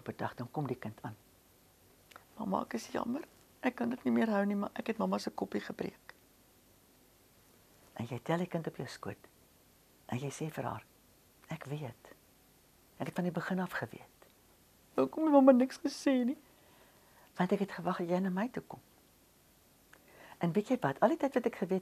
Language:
Afrikaans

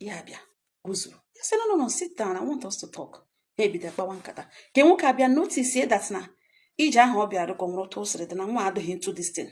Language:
Igbo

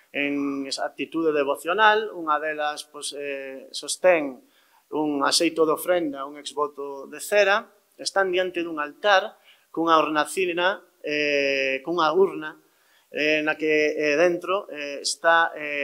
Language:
Galician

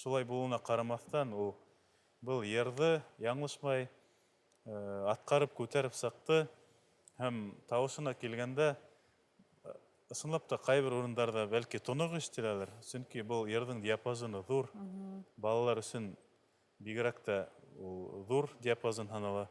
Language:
Bashkir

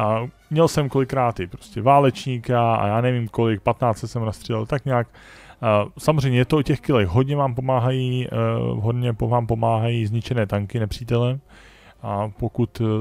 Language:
Czech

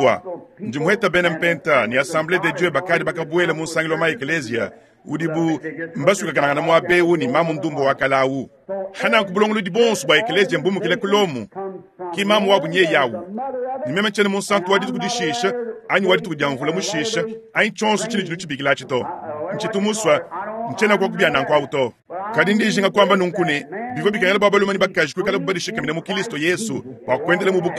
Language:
Luba-Lulua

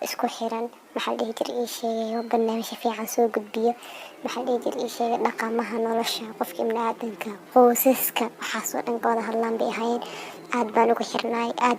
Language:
Somali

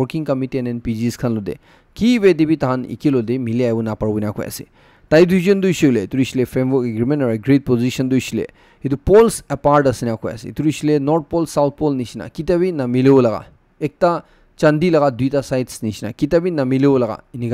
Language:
Naga Pidgin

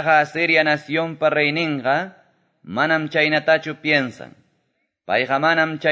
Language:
Quechua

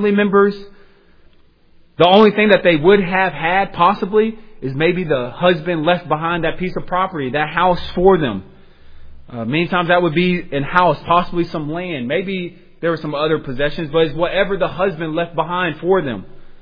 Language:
English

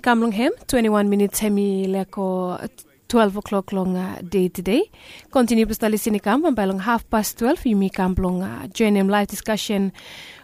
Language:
Bislama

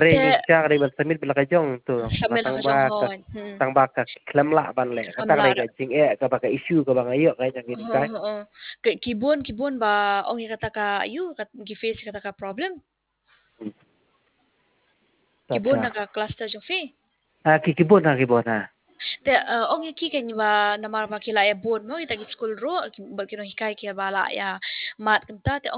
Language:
Khasi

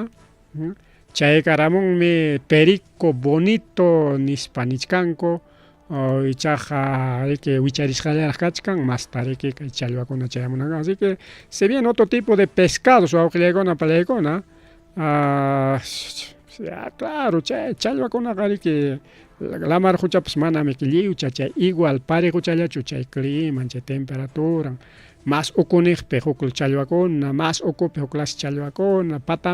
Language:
Ayacucho Quechua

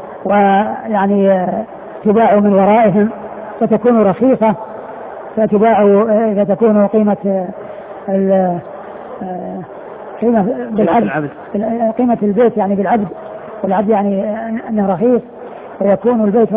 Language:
Arabic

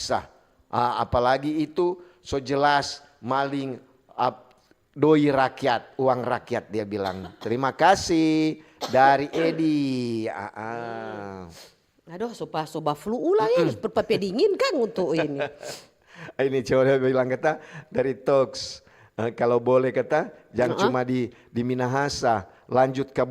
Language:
Manado Malay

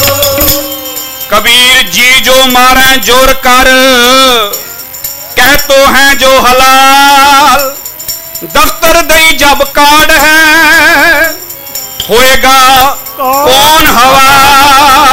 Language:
Punjabi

